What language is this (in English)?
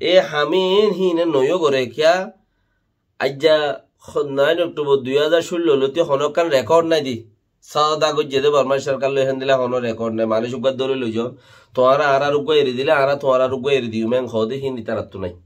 Rohingya